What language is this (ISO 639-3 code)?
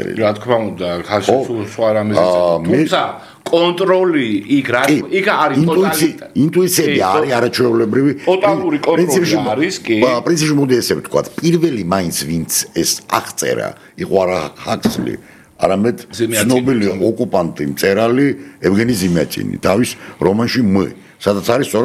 kat